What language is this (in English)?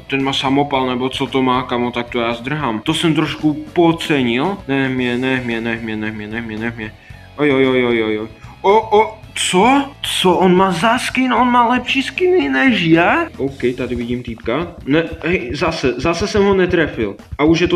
Czech